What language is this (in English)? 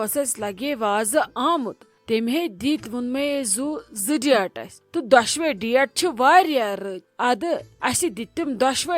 Kashmiri